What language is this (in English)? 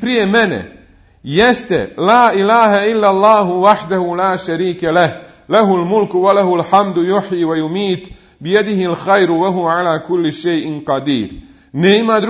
Bosnian